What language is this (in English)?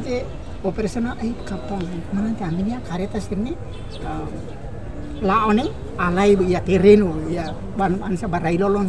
Tetum